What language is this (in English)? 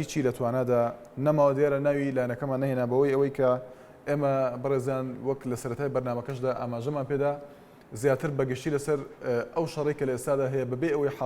Central Kurdish